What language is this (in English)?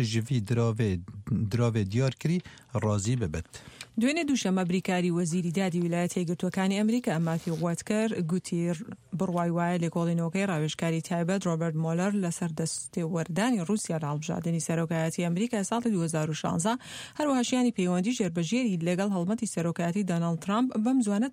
Central Kurdish